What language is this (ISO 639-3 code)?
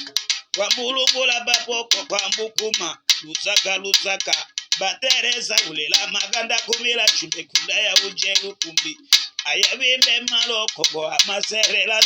tll